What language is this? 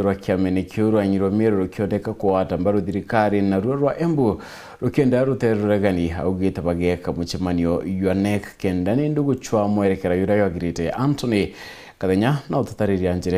Meru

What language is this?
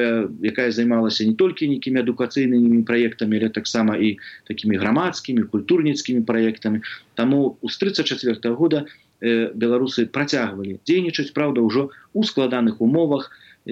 Belarusian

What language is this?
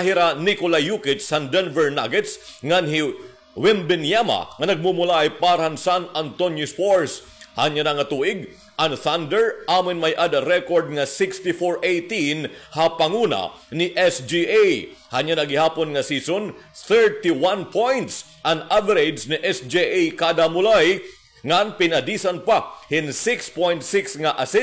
Waray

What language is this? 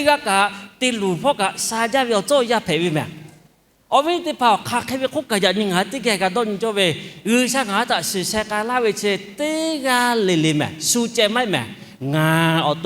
Lahu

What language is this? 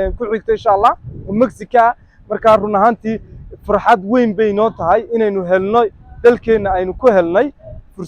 Somali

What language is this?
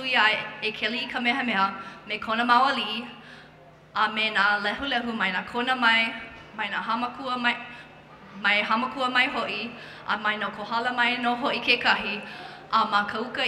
Hawaiian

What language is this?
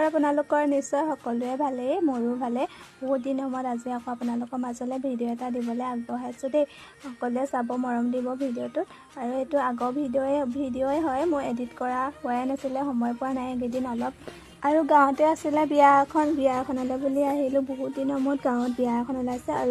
Assamese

